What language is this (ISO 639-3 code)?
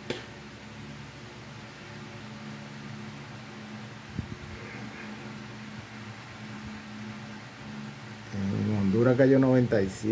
spa